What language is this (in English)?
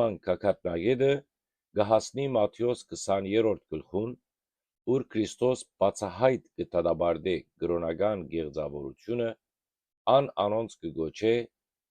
Western Armenian